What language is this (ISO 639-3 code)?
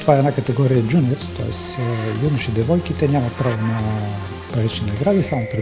bul